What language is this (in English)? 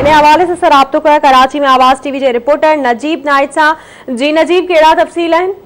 Sindhi